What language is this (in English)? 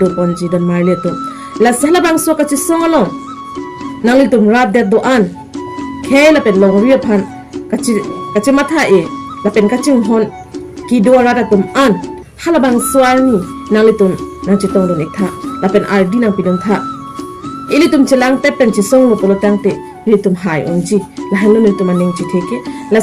Karbi